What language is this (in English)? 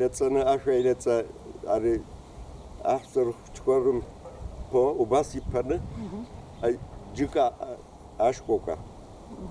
Abkhazian